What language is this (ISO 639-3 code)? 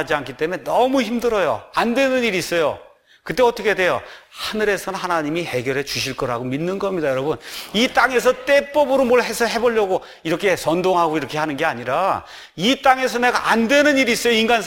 kor